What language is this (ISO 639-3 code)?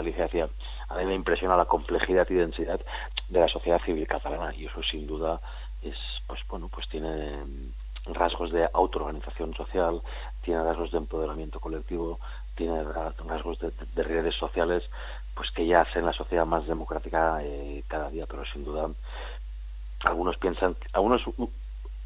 spa